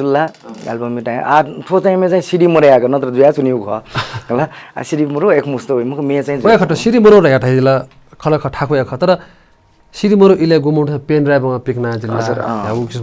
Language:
Newari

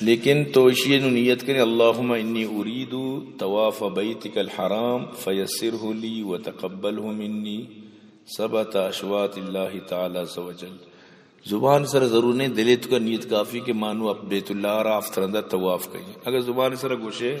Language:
Eastern Balochi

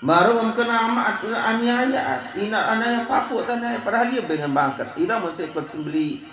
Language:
Sasak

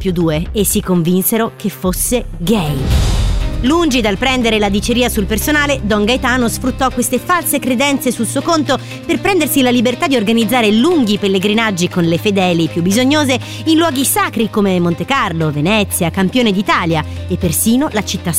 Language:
Italian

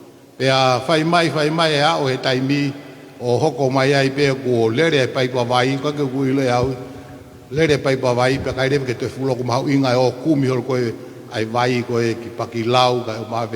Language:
Tongan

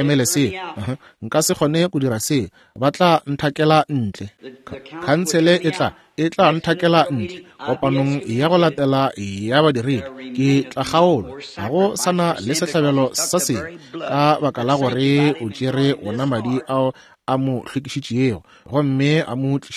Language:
Northern Sotho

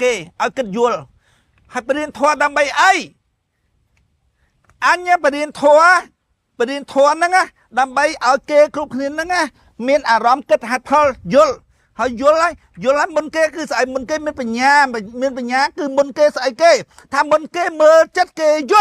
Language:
Khmer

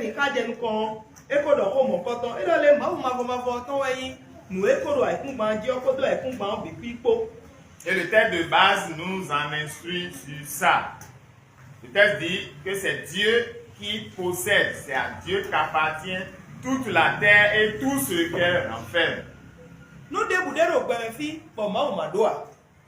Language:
Fon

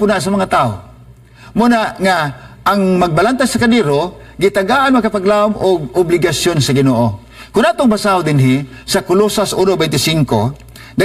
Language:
Cebuano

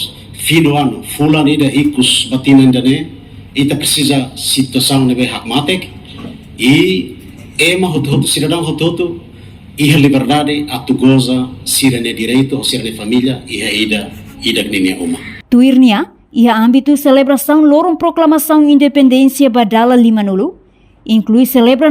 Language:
Tetum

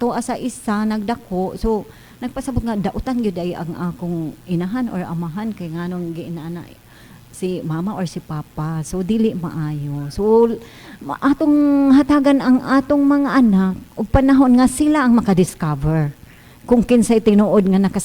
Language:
Cebuano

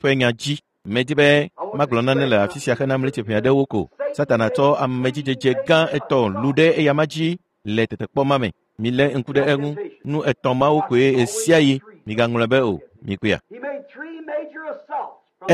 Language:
Ewe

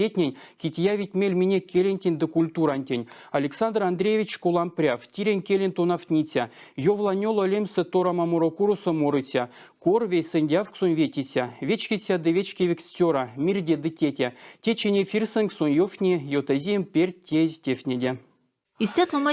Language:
Erzya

